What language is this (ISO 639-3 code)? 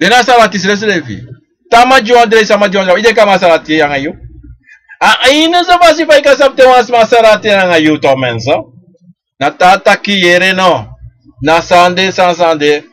srn